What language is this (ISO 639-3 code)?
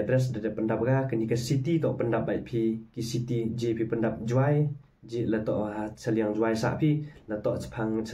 kha